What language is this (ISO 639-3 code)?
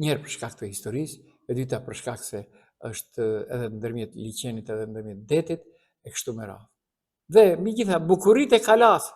sqi